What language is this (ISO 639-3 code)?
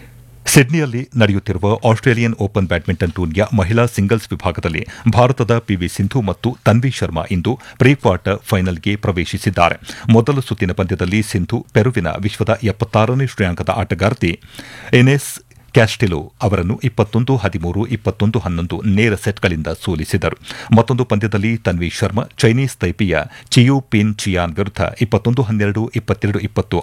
kan